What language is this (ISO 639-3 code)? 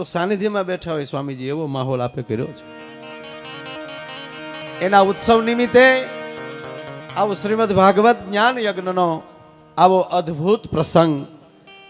guj